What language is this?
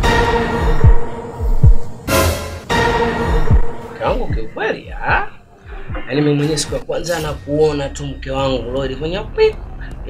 Swahili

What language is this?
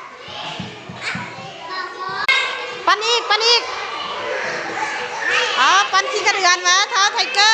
Lao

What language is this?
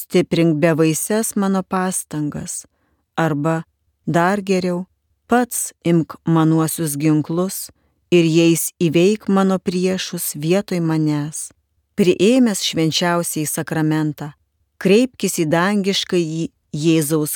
Lithuanian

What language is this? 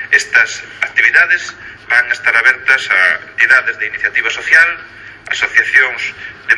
Galician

